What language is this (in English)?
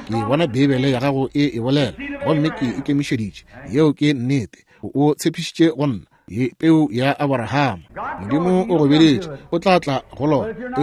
Northern Sotho